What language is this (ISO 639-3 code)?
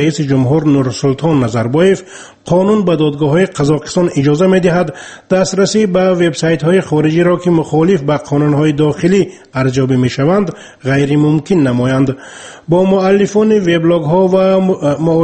fas